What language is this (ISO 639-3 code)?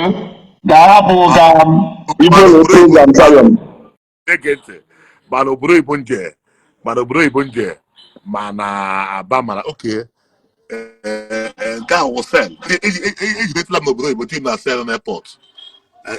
ibo